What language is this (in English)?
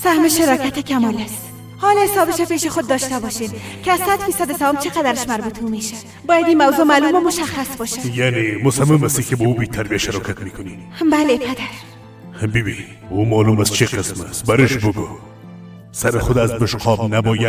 Persian